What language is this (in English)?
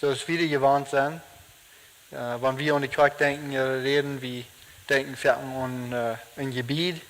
Plautdietsch